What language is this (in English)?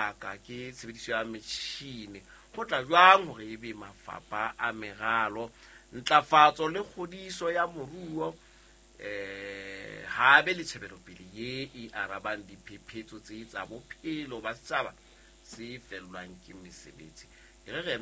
Southern Sotho